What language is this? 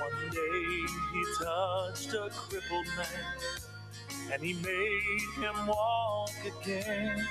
Gilbertese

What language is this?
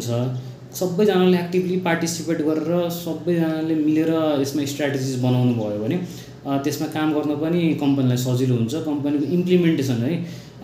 Nepali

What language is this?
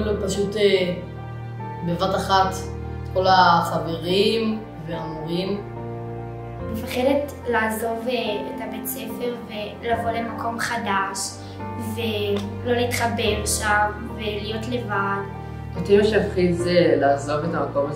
Hebrew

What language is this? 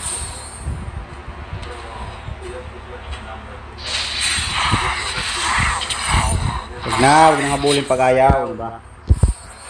Filipino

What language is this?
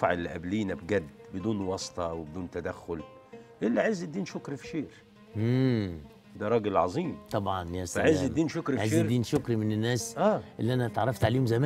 Egyptian Arabic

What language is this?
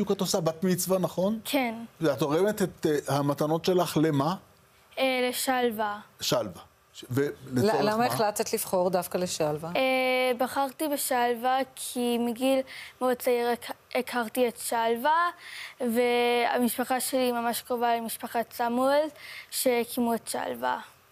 Hebrew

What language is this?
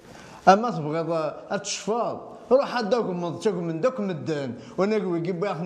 Kabyle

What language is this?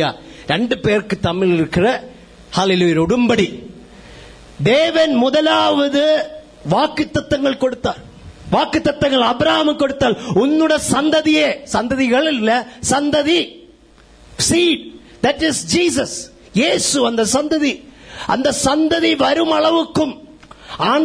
Tamil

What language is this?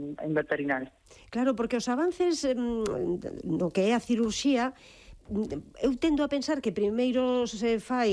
Galician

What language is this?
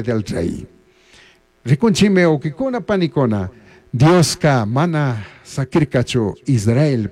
Chimborazo Highland Quichua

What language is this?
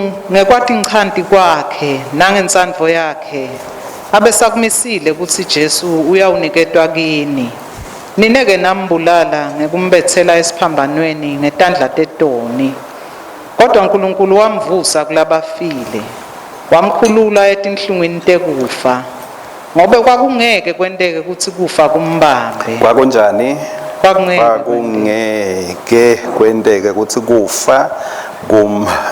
Swati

